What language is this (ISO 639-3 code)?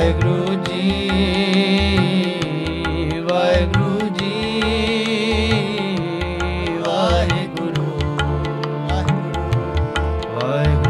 pan